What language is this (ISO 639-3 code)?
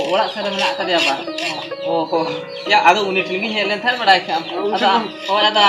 sat